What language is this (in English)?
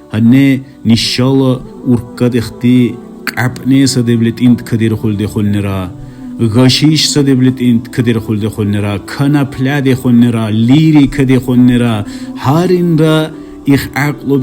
Dargwa